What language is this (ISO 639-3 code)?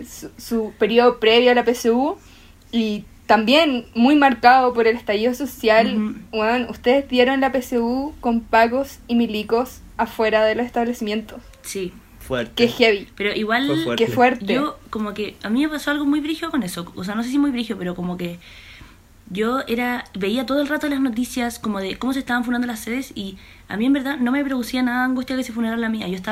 spa